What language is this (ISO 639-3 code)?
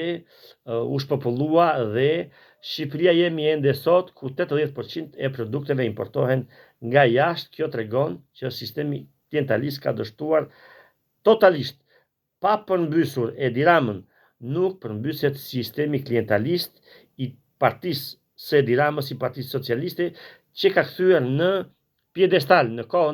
sqi